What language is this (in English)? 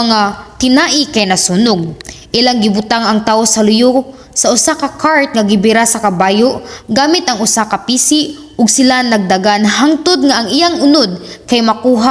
Cebuano